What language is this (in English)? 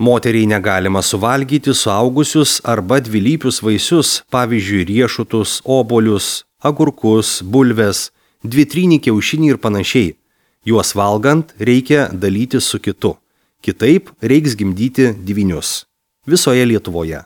Lithuanian